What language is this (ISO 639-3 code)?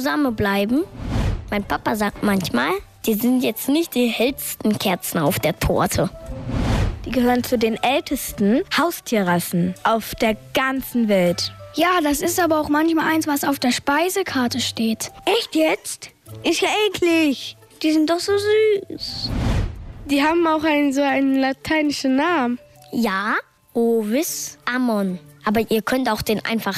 deu